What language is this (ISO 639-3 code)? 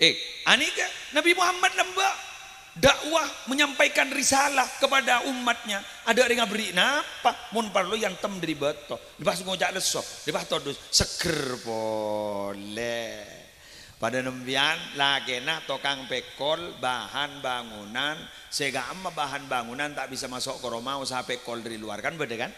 mad